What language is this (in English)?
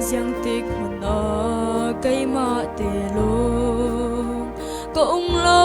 Falam Chin